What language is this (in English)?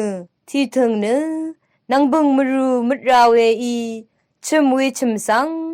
Rawang